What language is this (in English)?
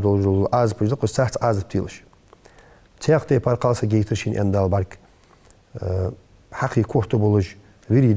Ingush